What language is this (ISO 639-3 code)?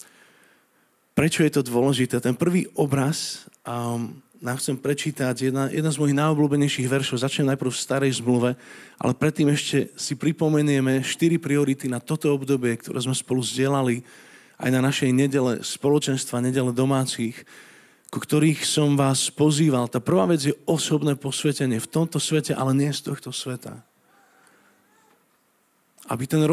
slk